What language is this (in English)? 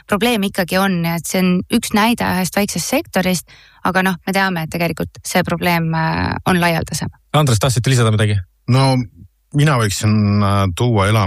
Estonian